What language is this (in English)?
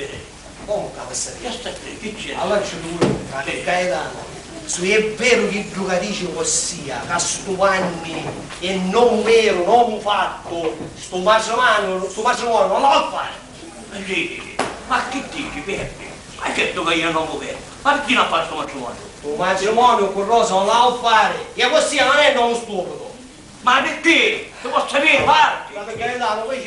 Sicilian